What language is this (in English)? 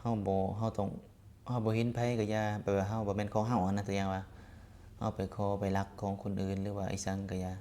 Lao